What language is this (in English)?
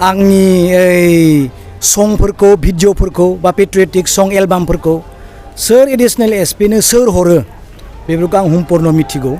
Bodo